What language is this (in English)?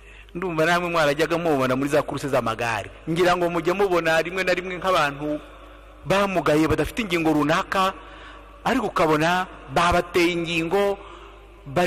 Kinyarwanda